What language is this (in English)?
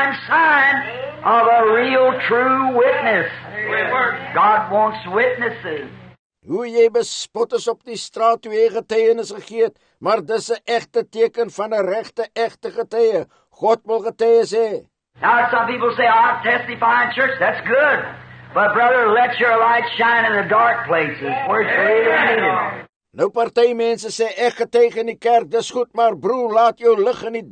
Afrikaans